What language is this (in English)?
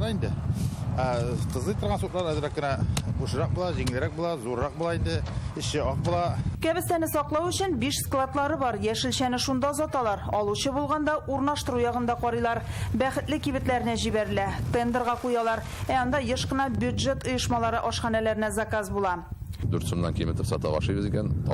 Tatar